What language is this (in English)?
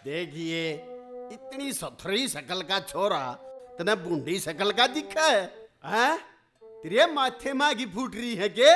Haryanvi